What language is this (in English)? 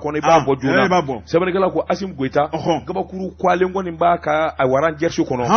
Bambara